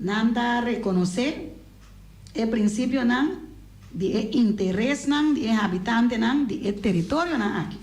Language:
Papiamento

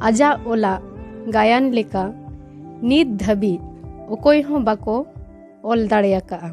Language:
Santali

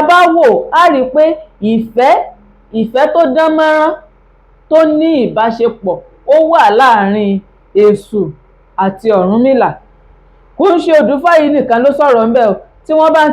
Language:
Yoruba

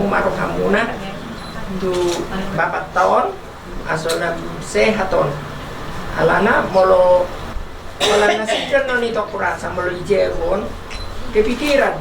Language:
Batak Toba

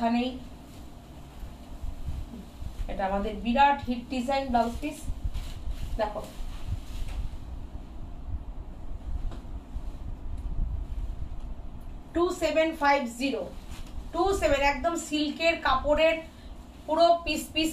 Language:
Bangla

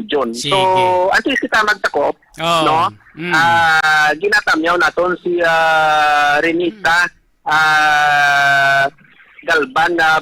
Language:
Hiligaynon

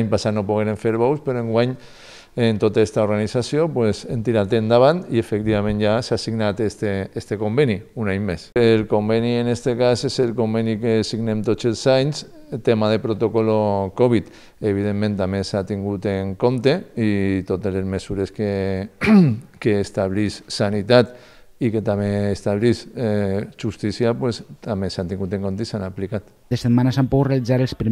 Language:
Catalan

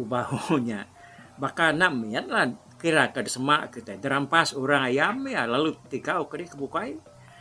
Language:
Iban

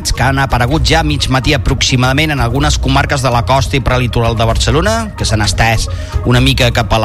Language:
Catalan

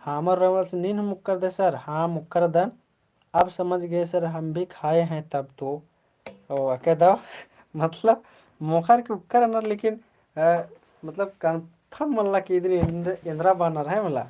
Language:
Kurukh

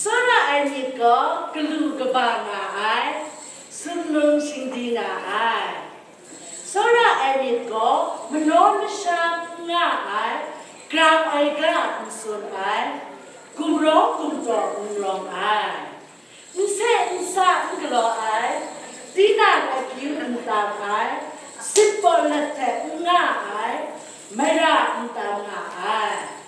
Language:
Kachin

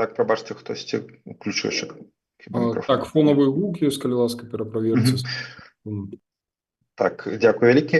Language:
Belarusian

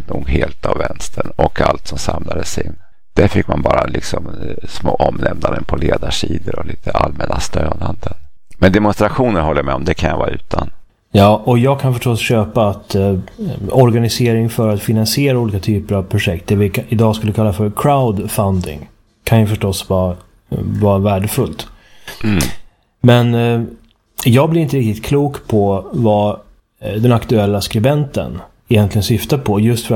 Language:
Swedish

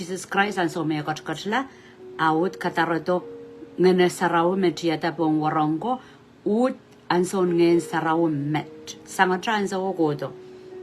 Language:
Pohnpeian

